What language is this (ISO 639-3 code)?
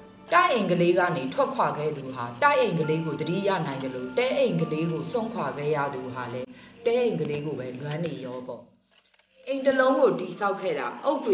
mya